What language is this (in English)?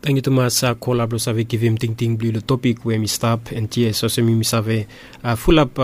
Bislama